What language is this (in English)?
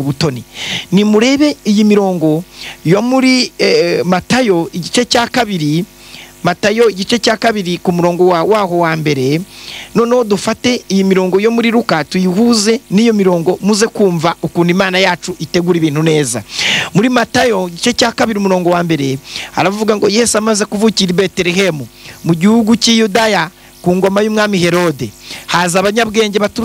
Kinyarwanda